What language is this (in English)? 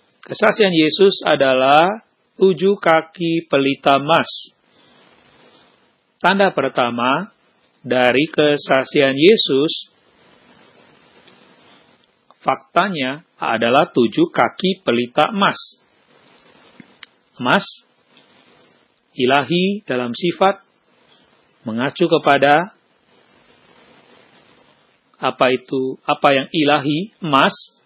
Indonesian